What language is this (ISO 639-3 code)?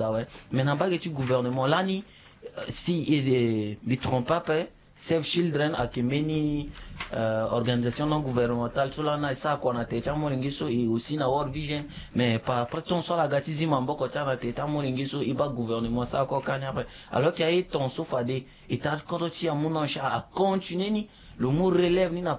sag